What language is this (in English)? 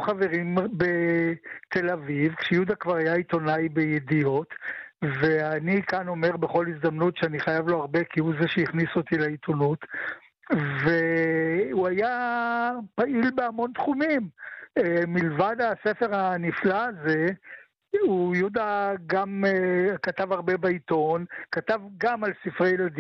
Hebrew